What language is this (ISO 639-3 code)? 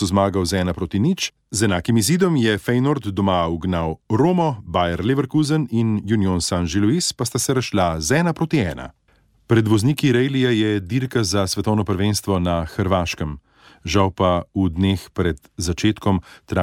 slv